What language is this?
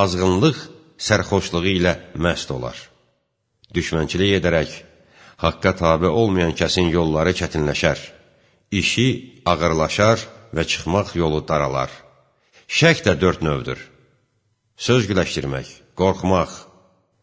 Azerbaijani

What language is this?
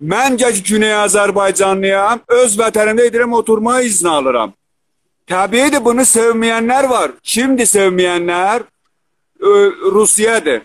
South Azerbaijani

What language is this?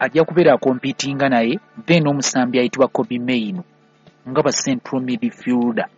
Ganda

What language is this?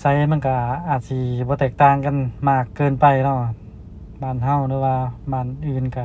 Lao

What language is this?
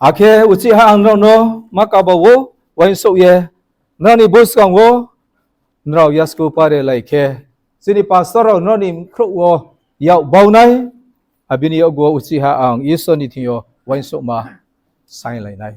Riang (India)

